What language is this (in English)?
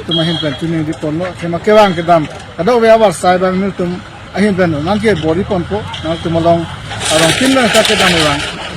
Karbi